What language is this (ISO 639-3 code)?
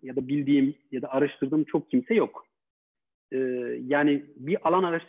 tur